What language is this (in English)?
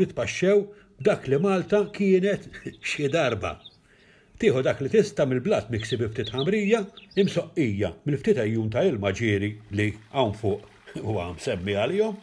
Maltese